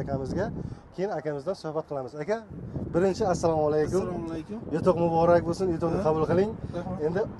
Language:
Uzbek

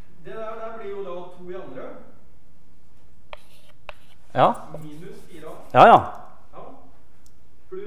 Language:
Norwegian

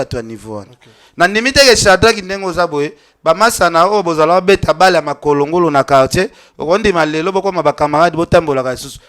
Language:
Lingala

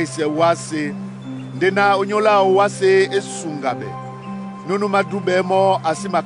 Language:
Duala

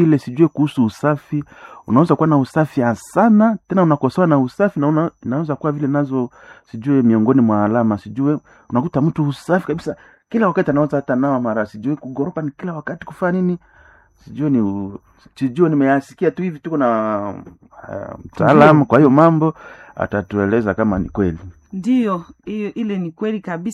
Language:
Swahili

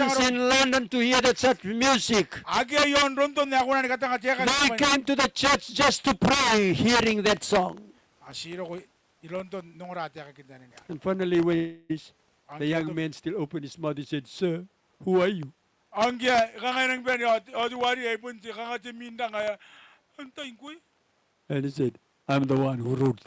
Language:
Gilbertese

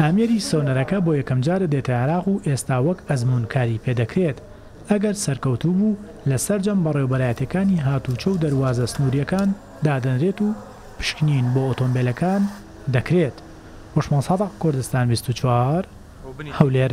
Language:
Central Kurdish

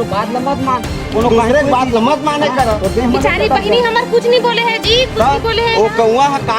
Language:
Chhattisgarhi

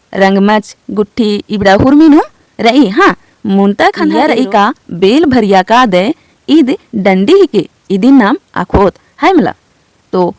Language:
Kurukh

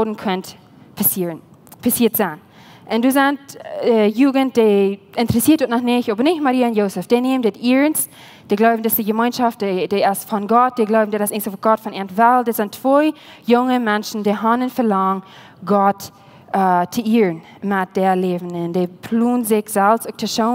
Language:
Plautdietsch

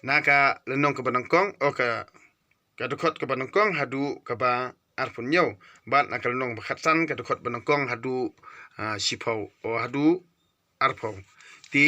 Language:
Khasi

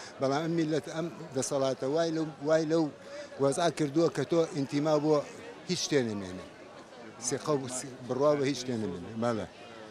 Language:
Central Kurdish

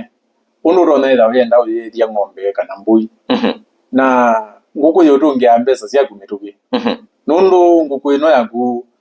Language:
Kamba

